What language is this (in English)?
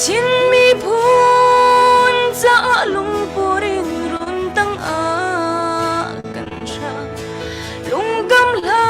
Hakha Chin